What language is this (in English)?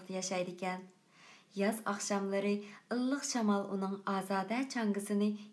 Uyghur